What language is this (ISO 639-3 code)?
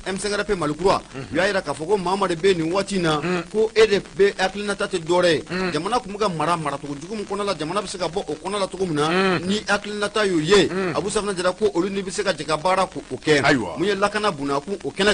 bam